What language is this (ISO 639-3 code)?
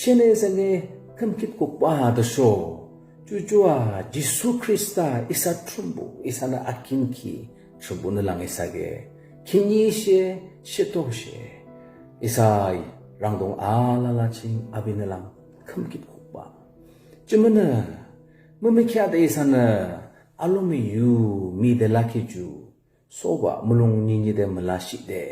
yim